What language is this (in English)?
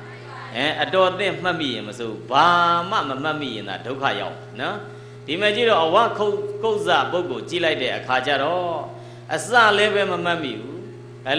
Burmese